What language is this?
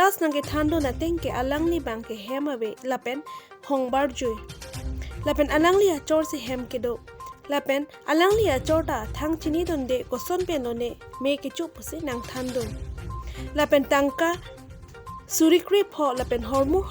Karbi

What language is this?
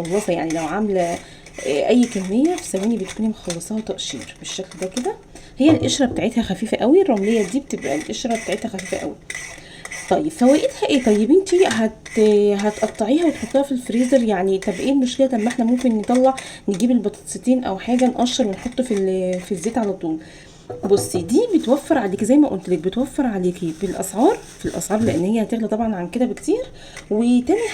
Egyptian Arabic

